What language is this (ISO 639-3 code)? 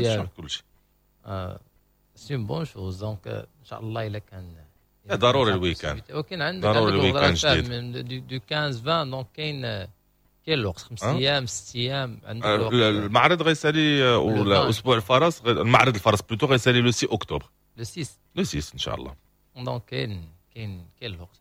ary